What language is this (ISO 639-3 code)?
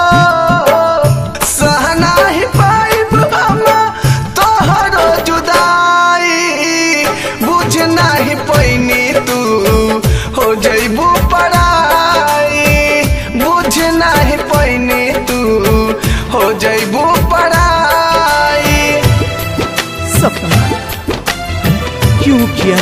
bho